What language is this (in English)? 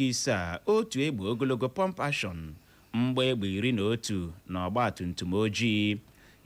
Igbo